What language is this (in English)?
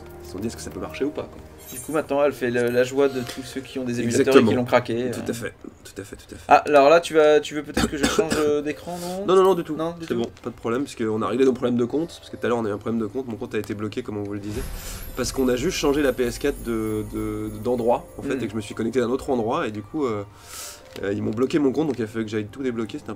French